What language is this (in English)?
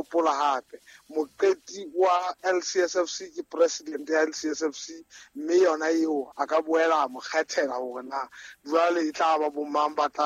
Southern Sotho